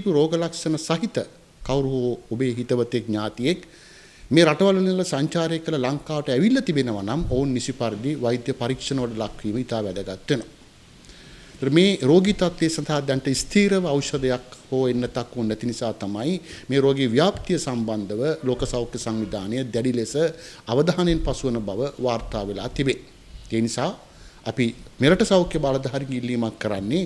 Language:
Sinhala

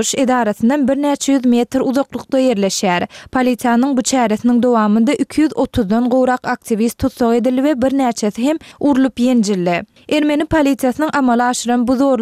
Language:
Turkmen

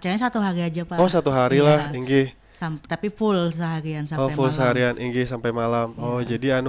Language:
Banjar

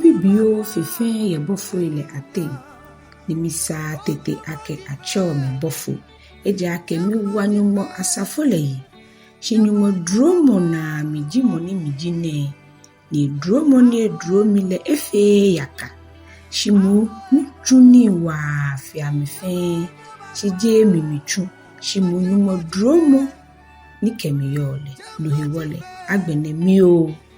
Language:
Ga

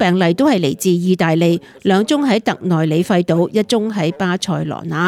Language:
Cantonese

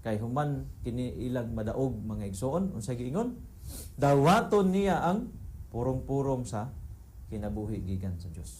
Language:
Cebuano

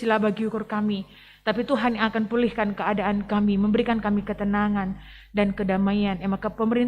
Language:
Batak Karo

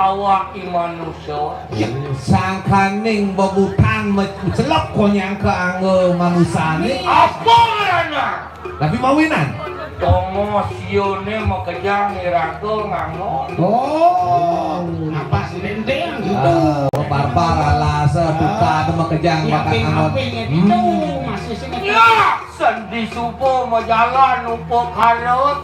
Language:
Balinese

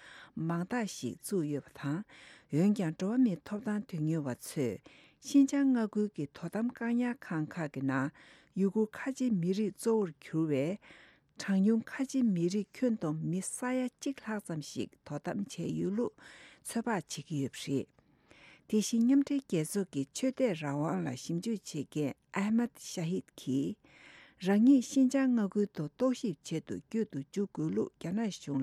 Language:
Tibetan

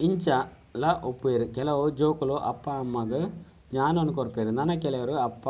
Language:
Tulu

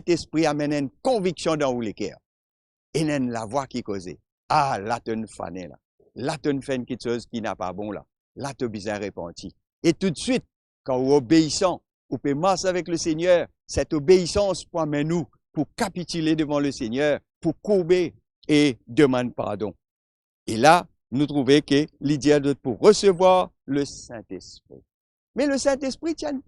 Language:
Morisyen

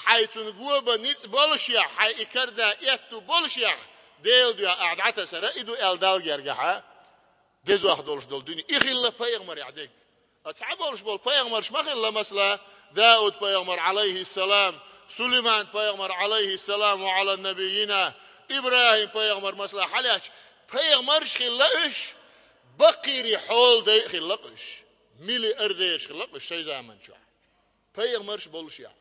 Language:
Chechen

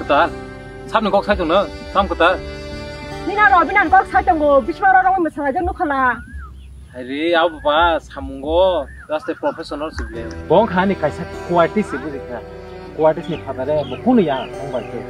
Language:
Kok Borok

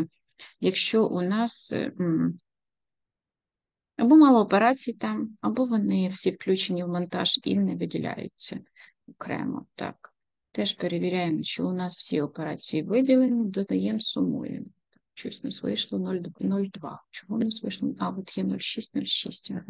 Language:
Ukrainian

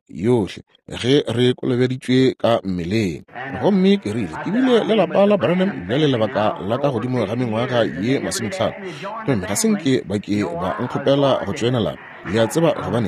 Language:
Northern Sotho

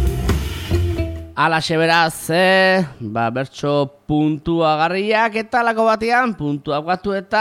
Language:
Basque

